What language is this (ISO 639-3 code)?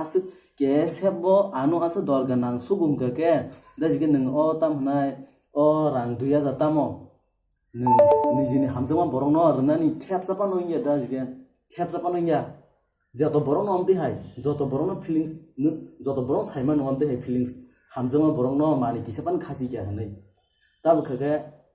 trp